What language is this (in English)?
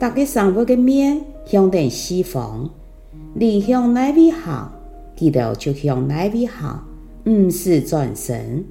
Hakka Chinese